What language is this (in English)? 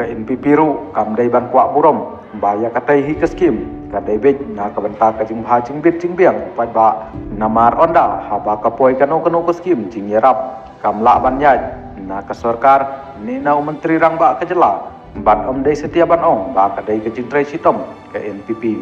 Khasi